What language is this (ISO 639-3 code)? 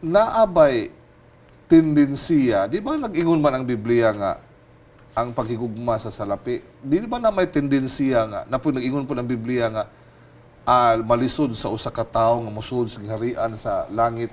ceb